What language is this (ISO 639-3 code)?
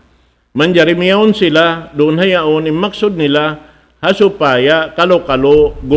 tsg